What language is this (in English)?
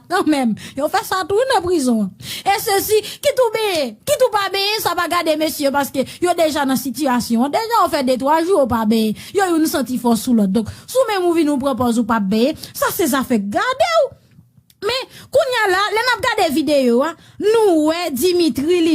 Haitian Creole